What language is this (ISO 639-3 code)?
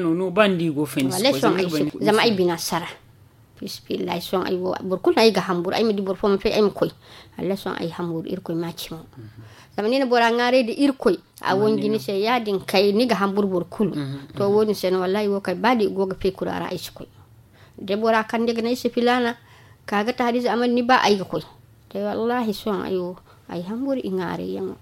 dje